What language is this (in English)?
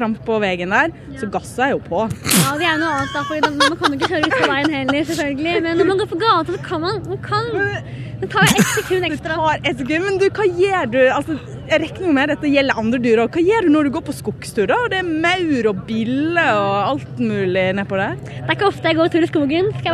Norwegian